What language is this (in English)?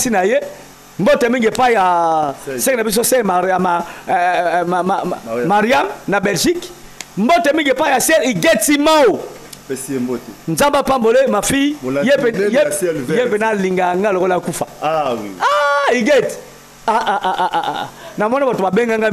Lingala